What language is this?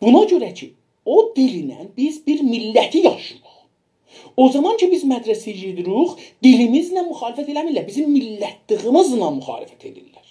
South Azerbaijani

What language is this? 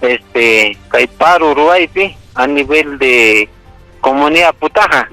Ayacucho Quechua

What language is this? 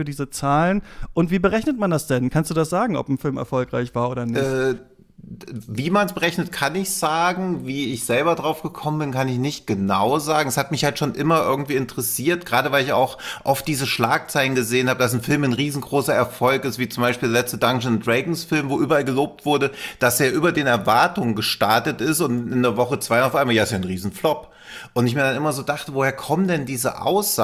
German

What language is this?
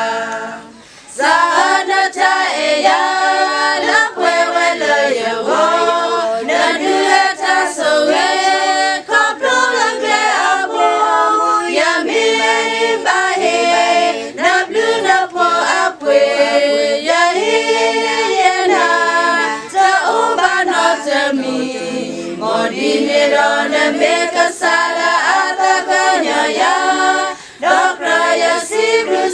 S'gaw Karen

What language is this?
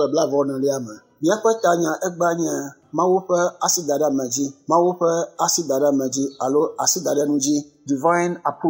Ewe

